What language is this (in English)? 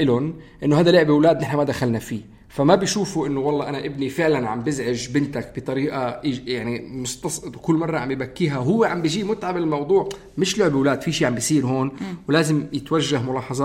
North Levantine Arabic